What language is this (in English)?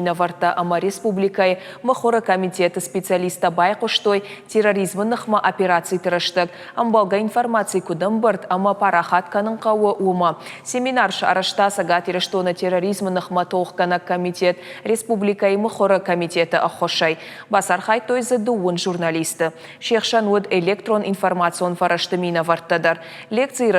Ossetic